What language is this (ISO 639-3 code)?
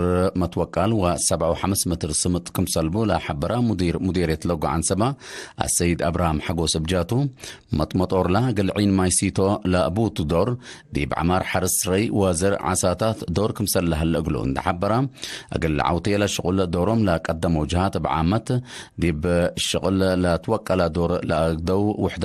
tig